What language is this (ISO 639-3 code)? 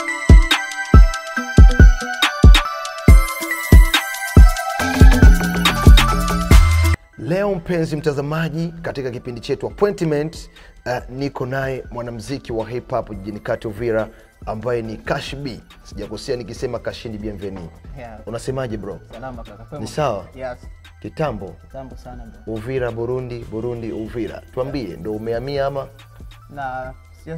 swa